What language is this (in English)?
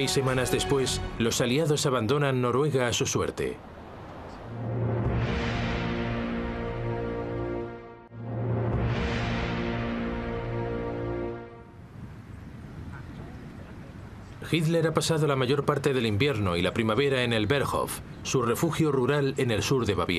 Spanish